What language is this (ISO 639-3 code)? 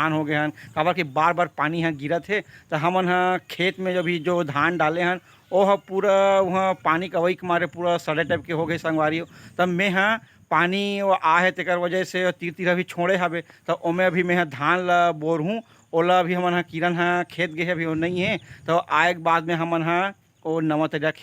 hne